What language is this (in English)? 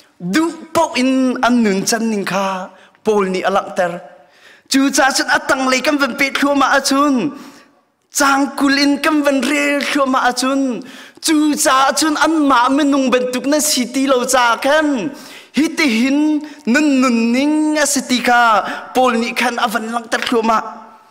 Hakha Chin